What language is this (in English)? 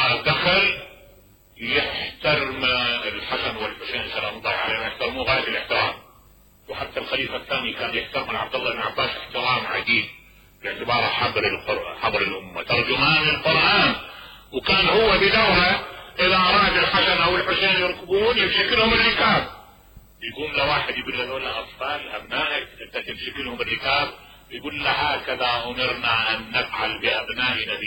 Mesopotamian Arabic